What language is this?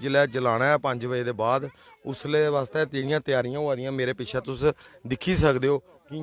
Dogri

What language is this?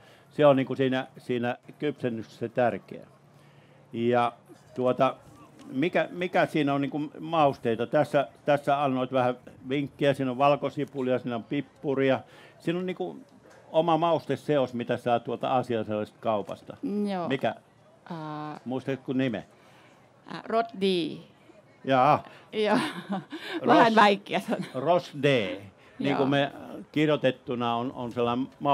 Finnish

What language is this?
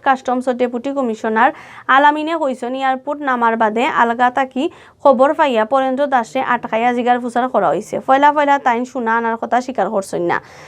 Sylheti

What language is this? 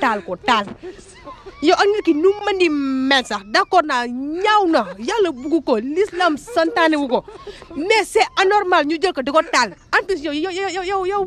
Wolof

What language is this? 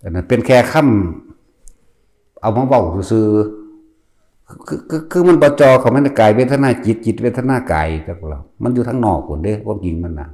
Northeastern Thai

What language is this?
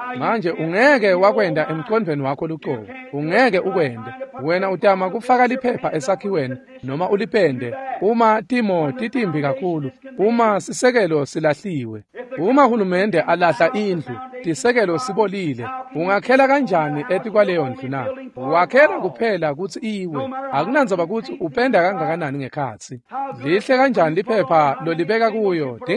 Swati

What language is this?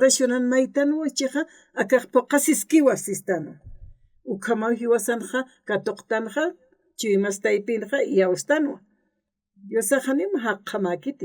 Aymara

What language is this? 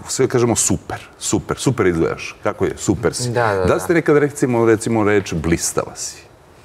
Serbian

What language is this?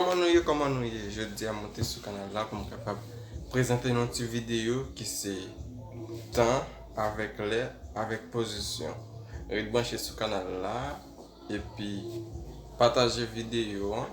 Haitian Creole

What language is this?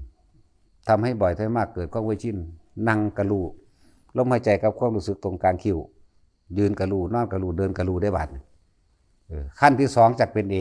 Northeastern Thai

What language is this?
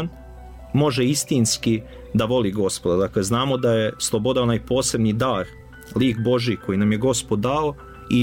Serbian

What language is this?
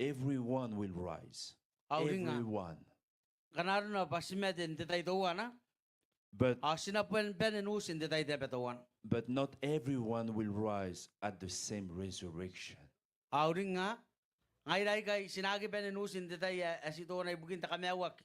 Gilbertese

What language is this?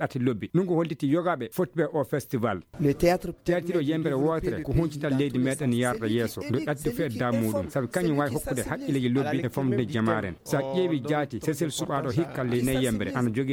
Fula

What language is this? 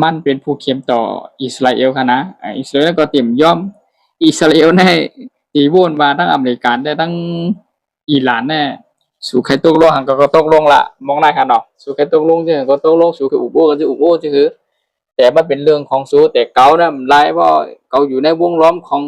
Shan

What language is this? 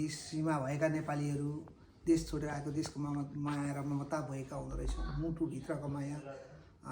Nepali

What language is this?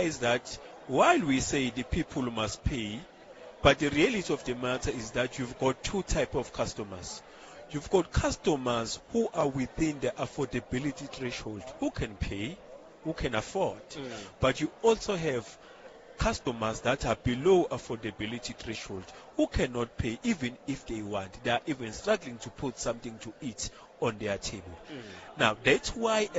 Tsonga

